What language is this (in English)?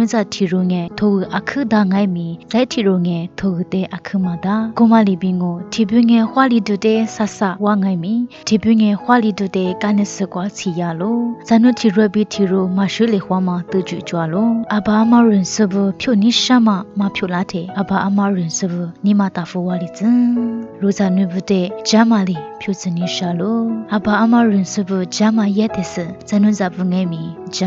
Lisu